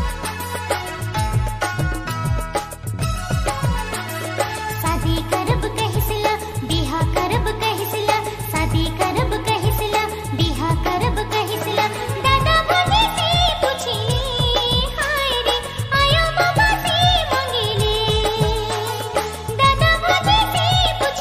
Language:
Sadri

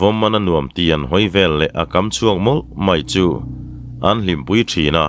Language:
Mizo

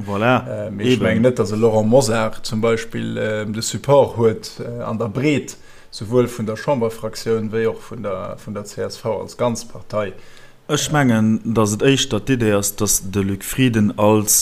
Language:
Luxembourgish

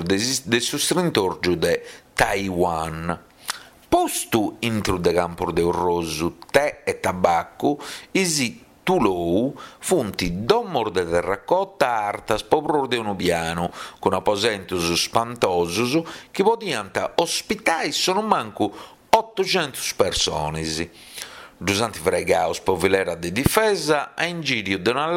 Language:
Sardinian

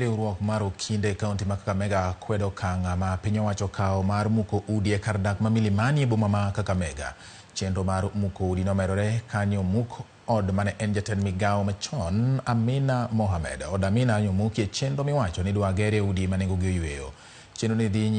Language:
Luo (Kenya and Tanzania)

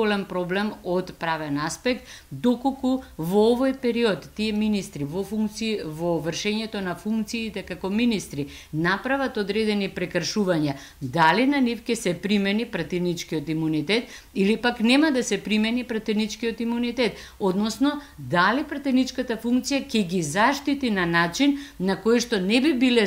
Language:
Macedonian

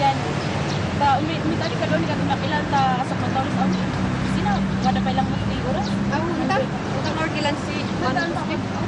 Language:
Kankanaey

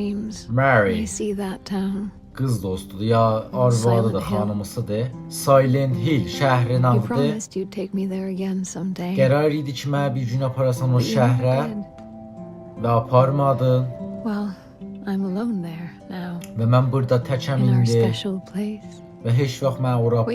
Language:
South Azerbaijani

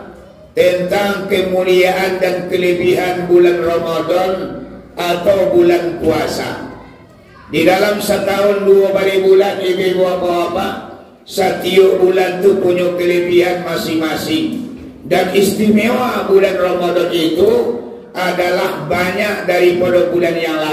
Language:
Minangkabau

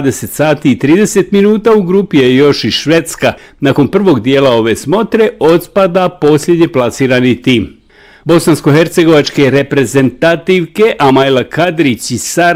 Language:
Bosnian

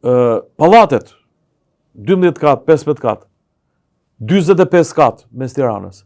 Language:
Albanian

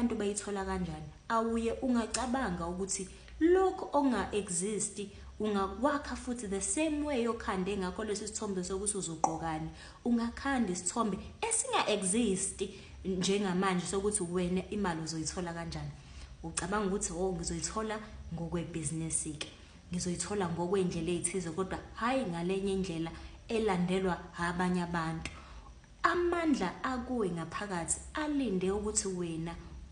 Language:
Zulu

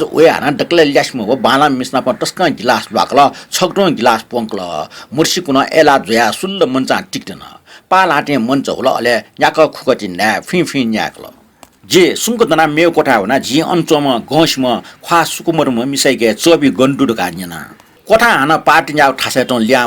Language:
Newari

